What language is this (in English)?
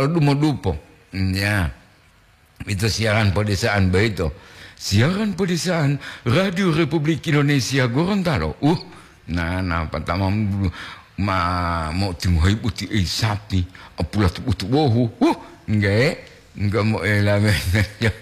Gorontalo